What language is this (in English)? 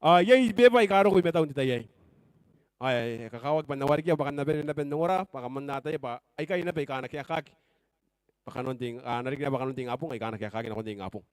Gilbertese